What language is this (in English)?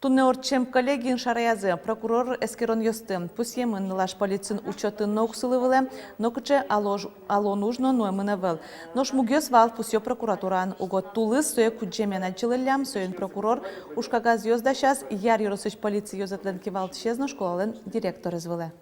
Udmurt